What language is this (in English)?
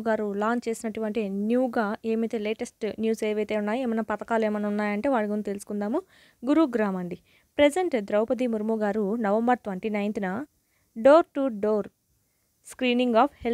Telugu